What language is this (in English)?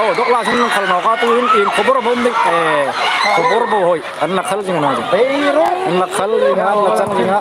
Hmar